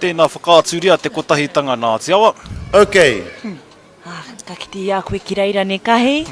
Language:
Māori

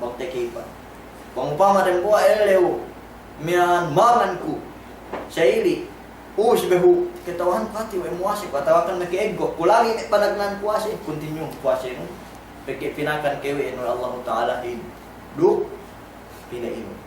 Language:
Yakan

